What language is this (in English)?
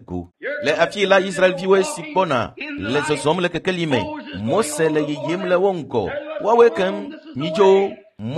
Ewe